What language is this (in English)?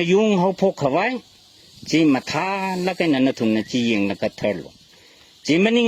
Tangkhul Naga (India)